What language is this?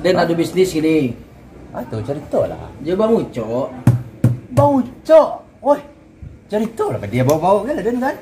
Minangkabau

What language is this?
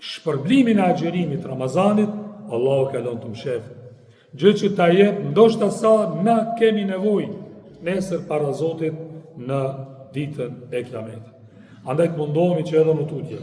Albanian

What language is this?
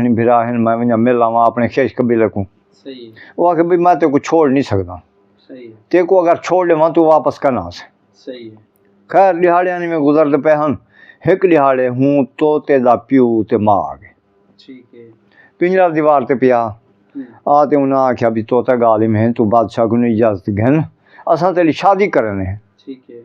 Saraiki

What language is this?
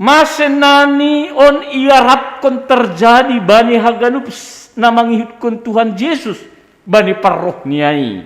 Batak Simalungun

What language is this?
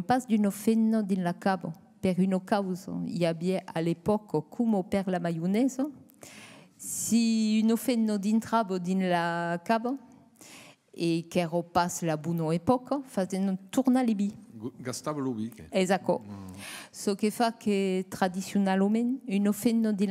Occitan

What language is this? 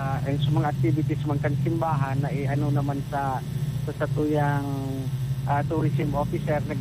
Bikol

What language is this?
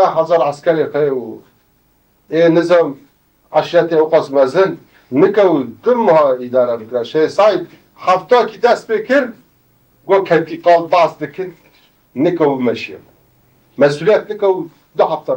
Kurdish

